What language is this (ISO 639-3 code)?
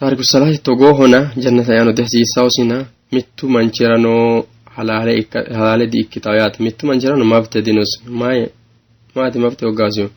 sid